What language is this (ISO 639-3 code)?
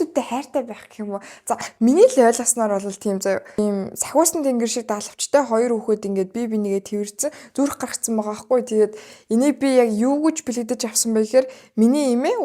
mon